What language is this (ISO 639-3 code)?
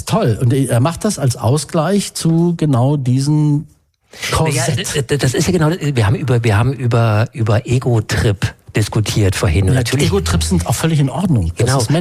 deu